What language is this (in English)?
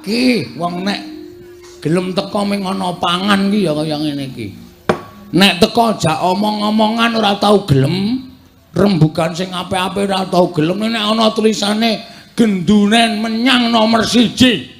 Javanese